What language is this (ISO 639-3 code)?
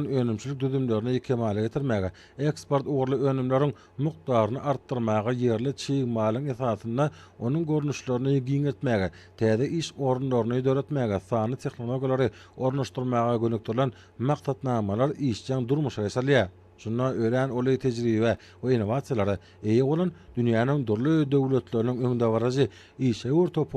tuk